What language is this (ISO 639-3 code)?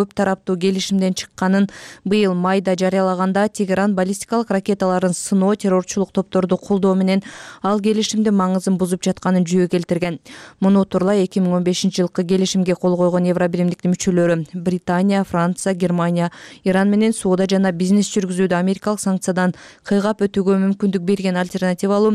kir